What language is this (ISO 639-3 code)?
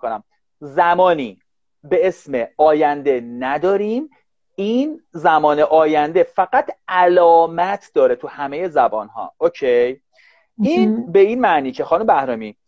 fas